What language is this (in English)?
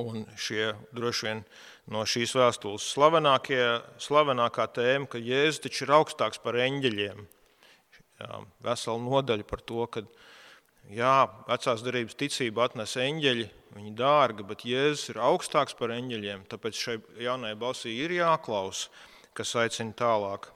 Latvian